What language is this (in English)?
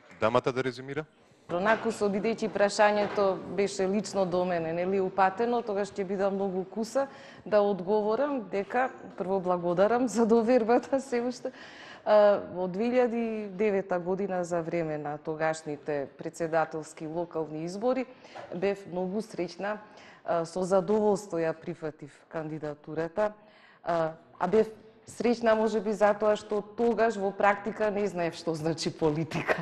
Macedonian